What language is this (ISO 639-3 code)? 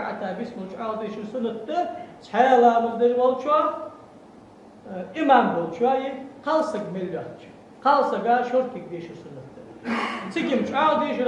inh